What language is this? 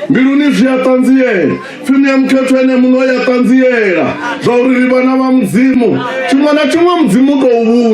Venda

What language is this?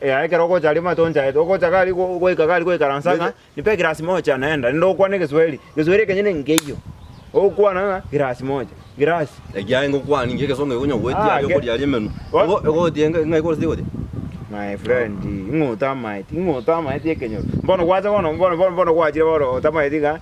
Gusii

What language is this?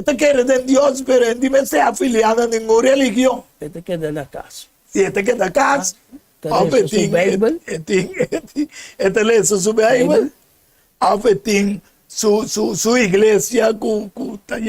Papiamento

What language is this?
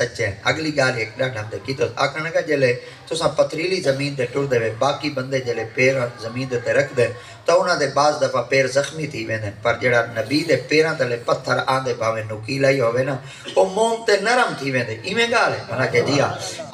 Saraiki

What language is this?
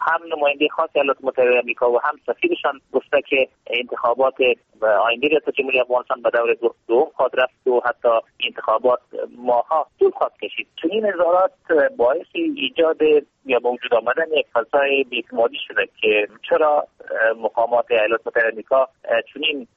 Persian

